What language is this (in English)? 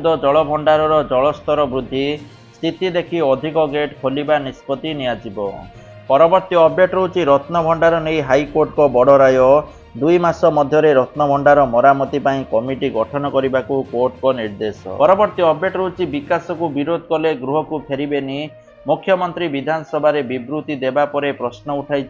Odia